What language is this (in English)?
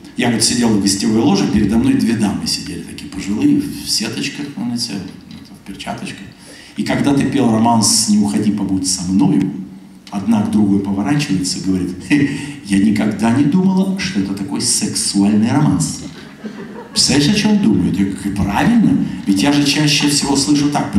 Russian